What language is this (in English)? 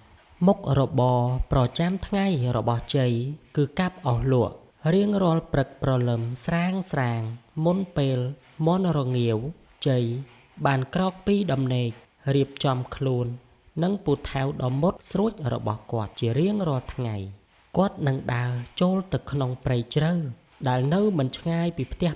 Khmer